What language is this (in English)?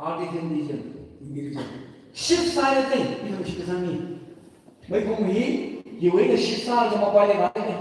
Tangkhul Naga (India)